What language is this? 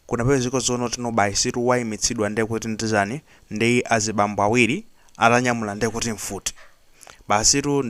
Nyanja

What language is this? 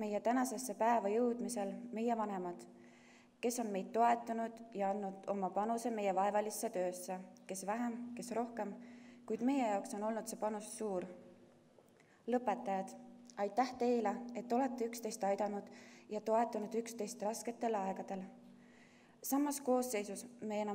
Estonian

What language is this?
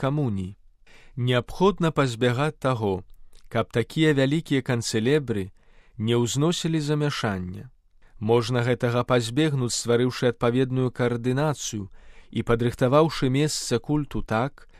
Belarusian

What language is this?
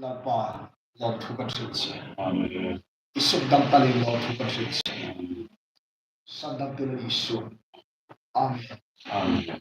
Hmar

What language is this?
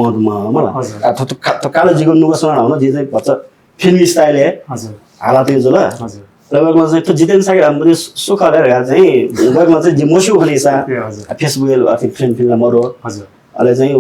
Newari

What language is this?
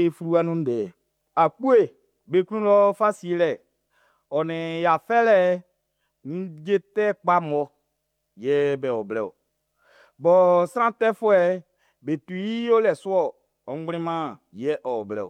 Baoulé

